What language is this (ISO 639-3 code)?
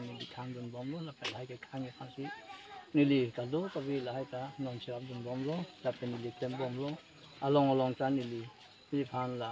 mjw